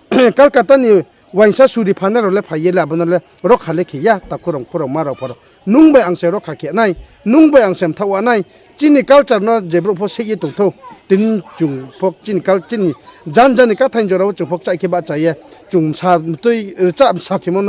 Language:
Riang (India)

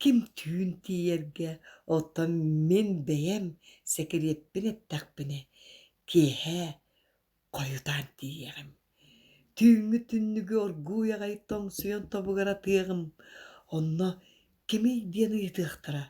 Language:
Yakut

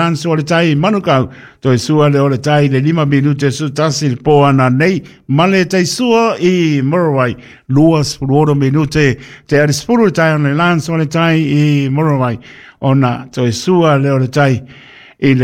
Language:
Samoan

